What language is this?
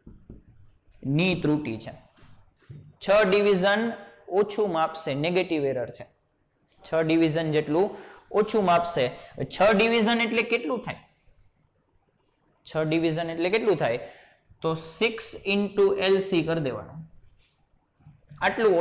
Gujarati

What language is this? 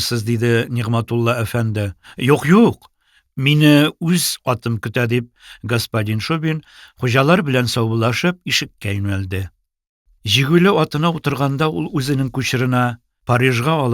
Tatar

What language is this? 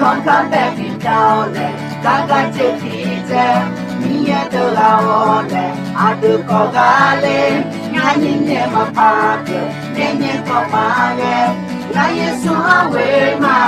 Akha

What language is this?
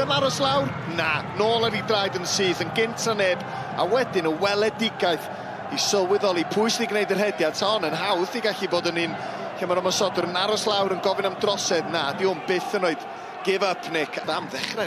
Welsh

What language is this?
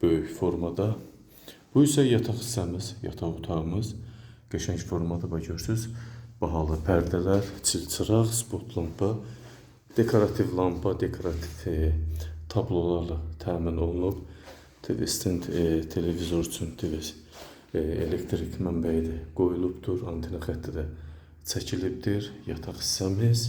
Azerbaijani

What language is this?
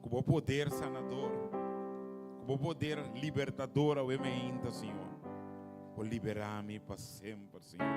Papiamento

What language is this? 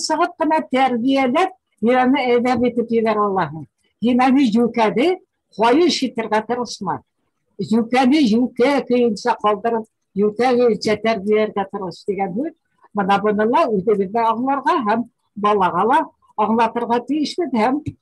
Bashkir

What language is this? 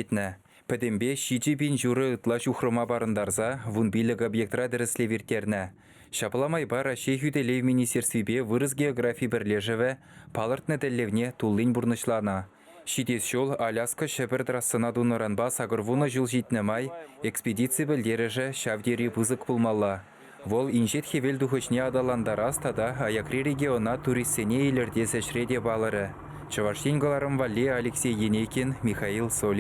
Chuvash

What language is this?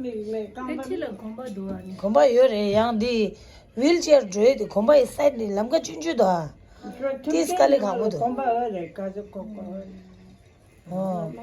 Tibetan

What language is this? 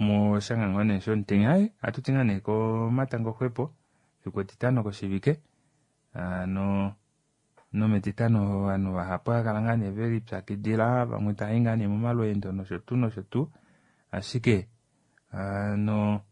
Kuanyama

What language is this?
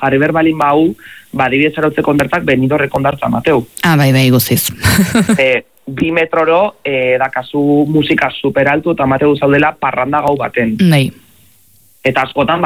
Basque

